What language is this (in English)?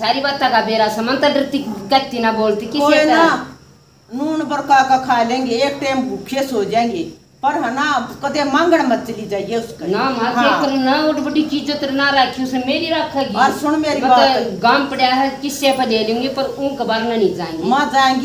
Haryanvi